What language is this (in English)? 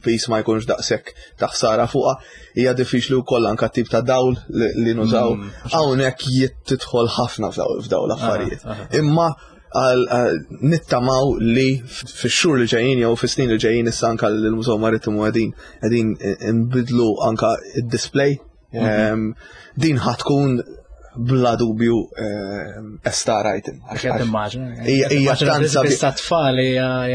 Maltese